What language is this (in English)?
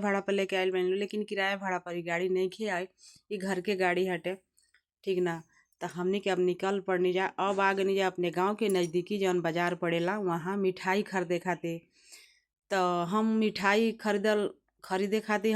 Bhojpuri